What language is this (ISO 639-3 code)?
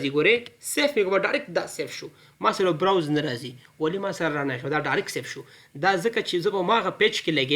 pus